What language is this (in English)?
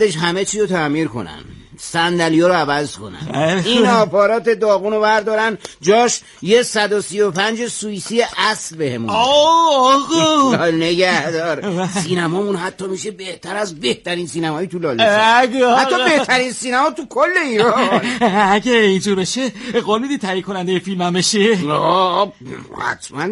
Persian